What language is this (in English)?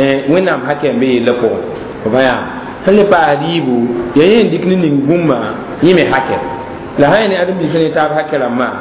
Mossi